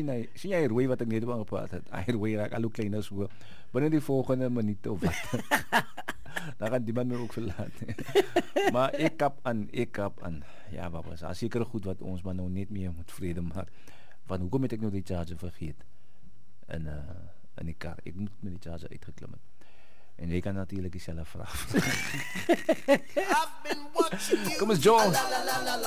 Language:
Afrikaans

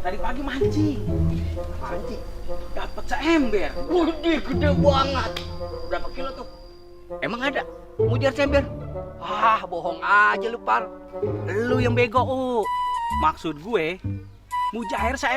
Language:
Betawi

